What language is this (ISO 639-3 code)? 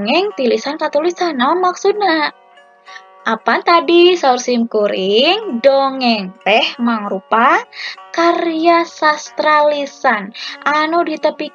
sun